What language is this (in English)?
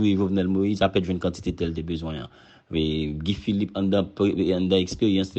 Haitian Creole